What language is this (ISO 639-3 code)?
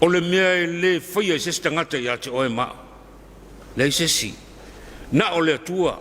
smo